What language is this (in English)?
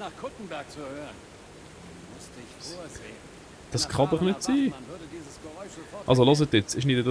Swiss German